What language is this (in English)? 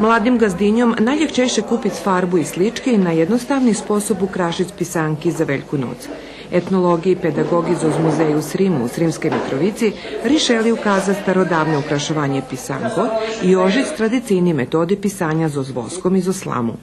Rusyn